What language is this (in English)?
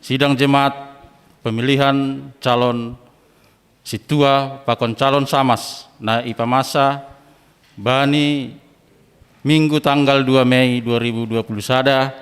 Batak Simalungun